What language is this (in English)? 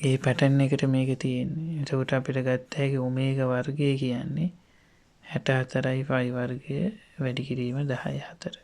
Sinhala